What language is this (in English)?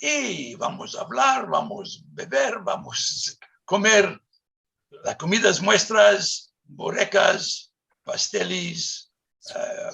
Ladino